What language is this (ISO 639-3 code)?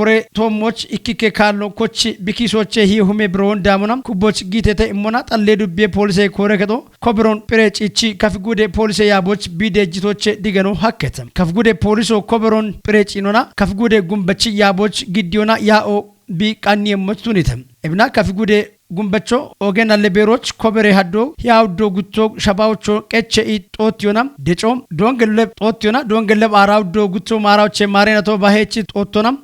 kbr